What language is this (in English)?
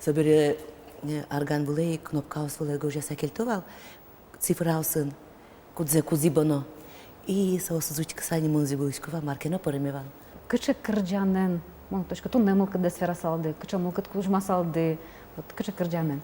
Udmurt